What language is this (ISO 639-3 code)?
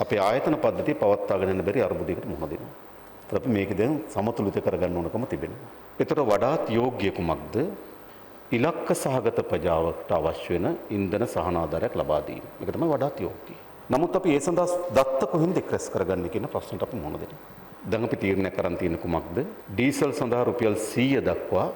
sin